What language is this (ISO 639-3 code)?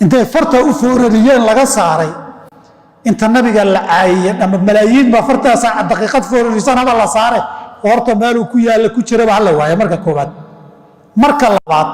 som